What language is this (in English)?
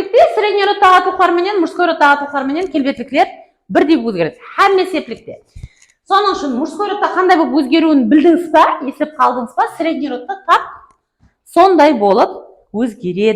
Kara-Kalpak